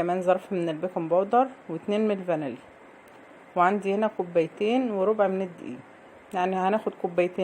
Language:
Egyptian Arabic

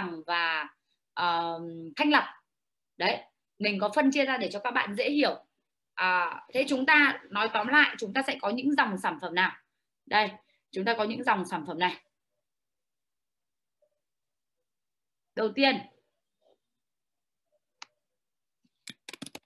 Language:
Vietnamese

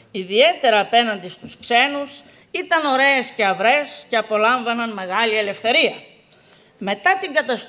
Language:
Greek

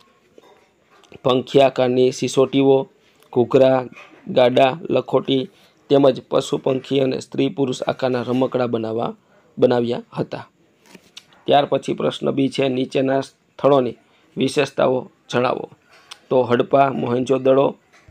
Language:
Gujarati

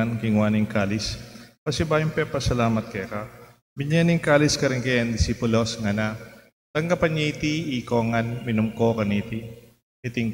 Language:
Pampanga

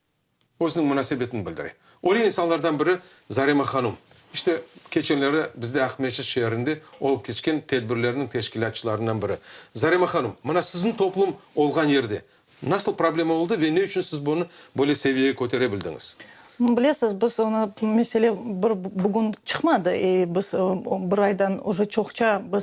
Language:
Crimean Tatar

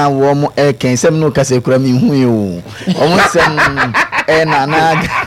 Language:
Akan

